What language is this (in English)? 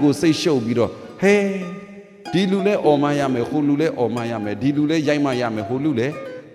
Burmese